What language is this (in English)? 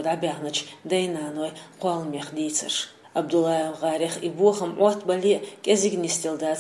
Chechen